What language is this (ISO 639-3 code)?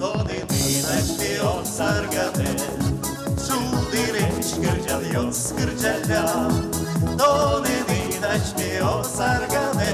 udm